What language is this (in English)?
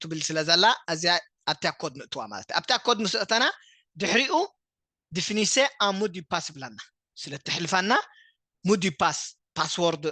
Tigrinya